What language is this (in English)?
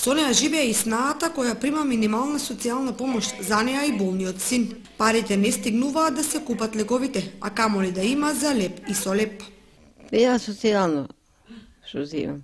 Macedonian